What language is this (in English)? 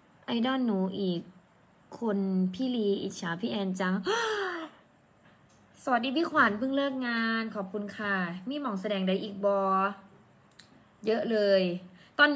Thai